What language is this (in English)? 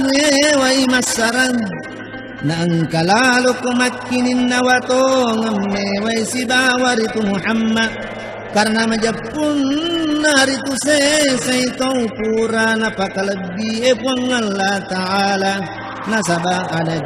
Buginese